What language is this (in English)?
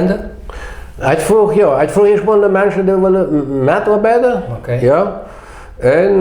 Plautdietsch